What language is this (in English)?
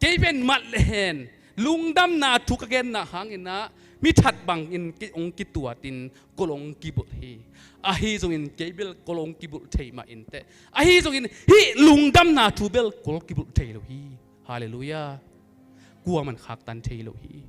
Tedim Chin